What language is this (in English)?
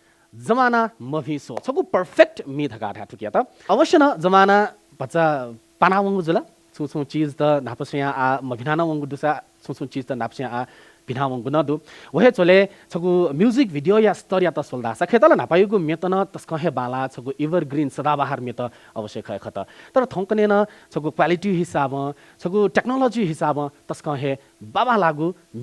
Newari